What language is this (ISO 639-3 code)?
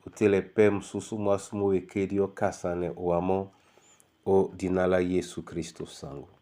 dua